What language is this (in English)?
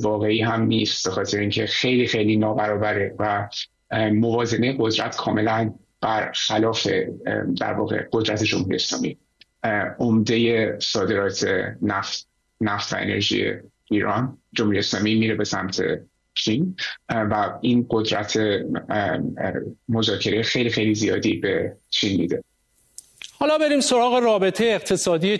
Persian